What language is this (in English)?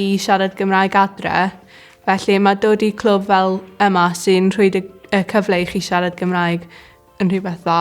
Welsh